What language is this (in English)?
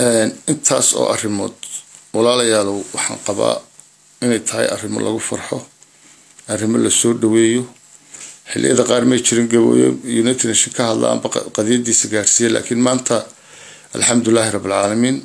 Somali